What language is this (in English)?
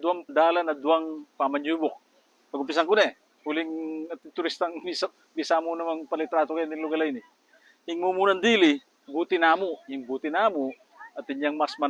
Pampanga